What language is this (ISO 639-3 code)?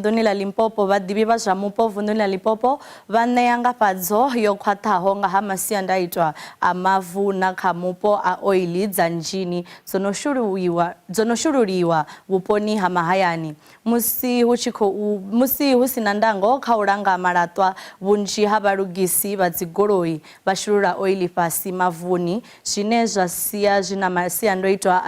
ven